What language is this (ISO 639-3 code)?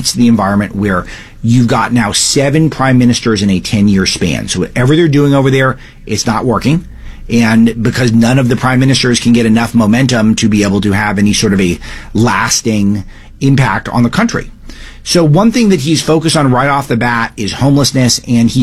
eng